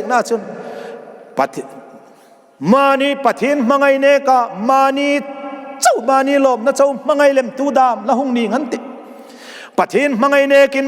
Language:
Hmar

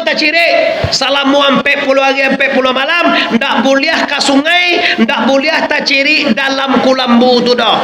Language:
Minangkabau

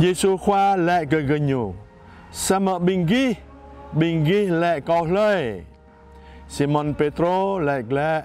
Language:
Jarai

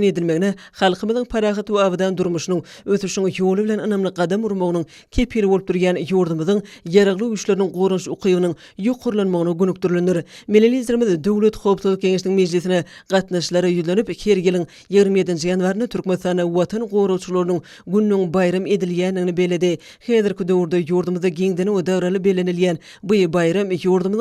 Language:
Turkmen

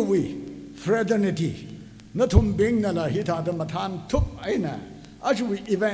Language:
Tangkhul Naga (India)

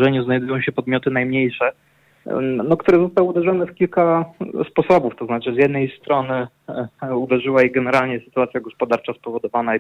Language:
Polish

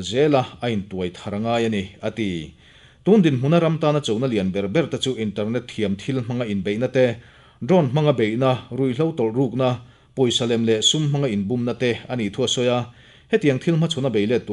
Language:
Mizo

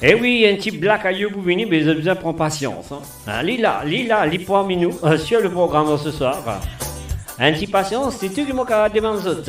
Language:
Morisyen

